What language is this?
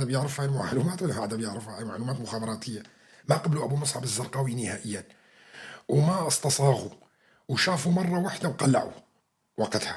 North Levantine Arabic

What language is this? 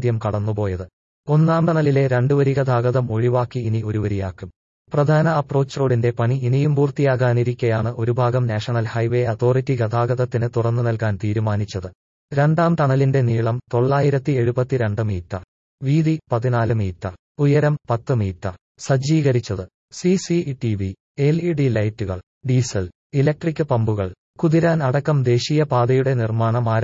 Malayalam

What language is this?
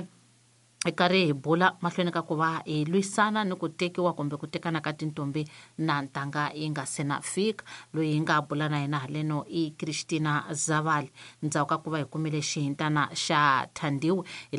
Tsonga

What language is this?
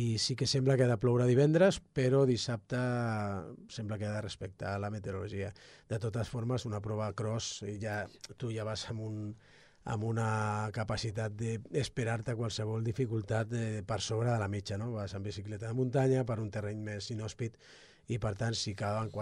Catalan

